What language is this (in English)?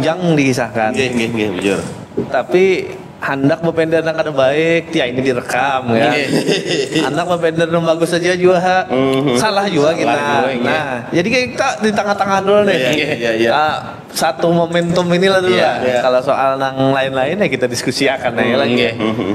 Banjar